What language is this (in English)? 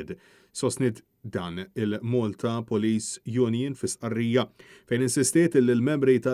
Maltese